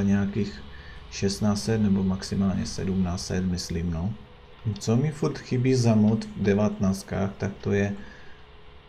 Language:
Czech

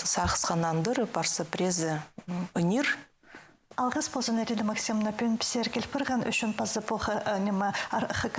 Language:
Khakas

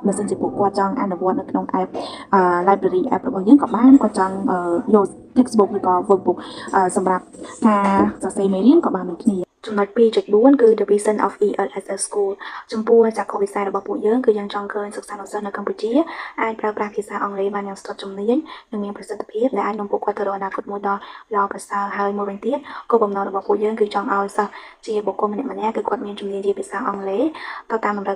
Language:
Khmer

